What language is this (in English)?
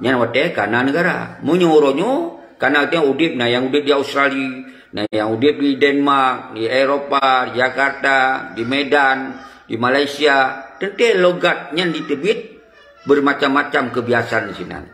Achinese